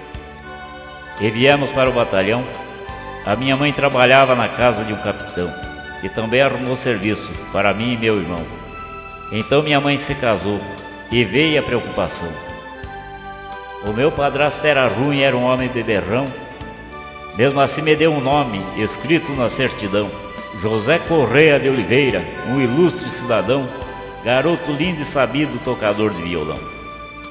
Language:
Portuguese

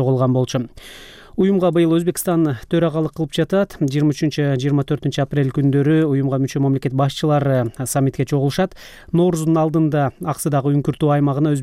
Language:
Kyrgyz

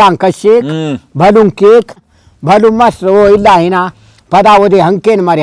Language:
Brahui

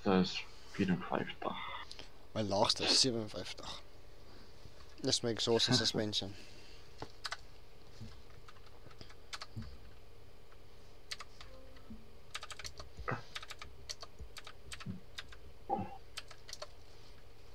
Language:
Afrikaans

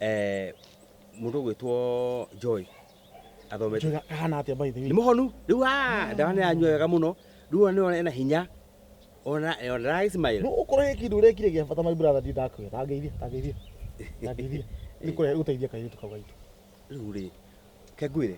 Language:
Kikuyu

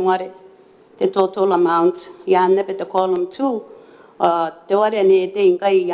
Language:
Gilbertese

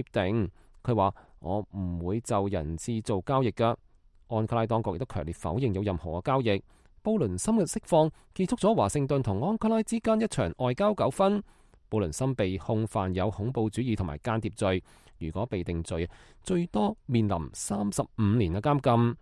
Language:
Cantonese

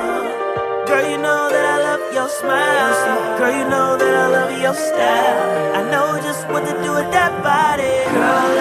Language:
English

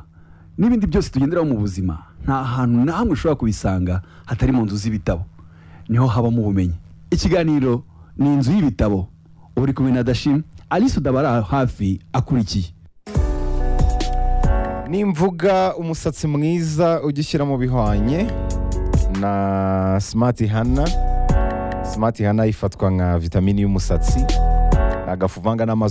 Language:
Kinyarwanda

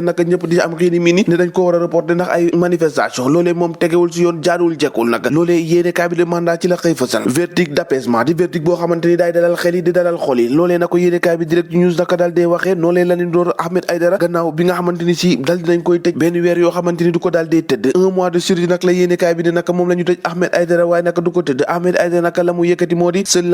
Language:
Wolof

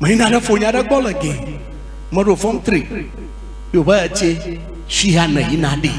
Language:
Ewe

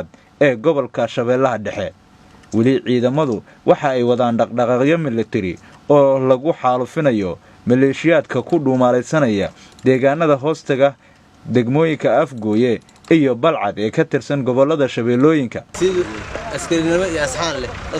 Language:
Somali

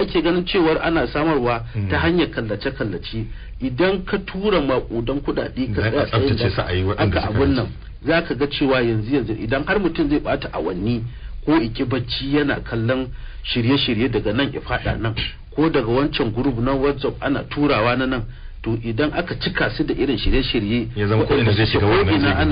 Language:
Hausa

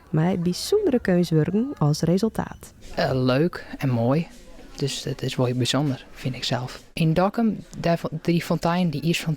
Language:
Western Frisian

